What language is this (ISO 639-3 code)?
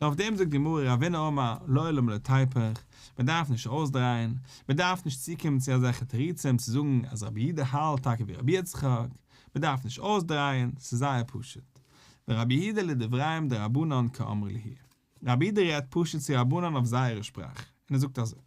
yid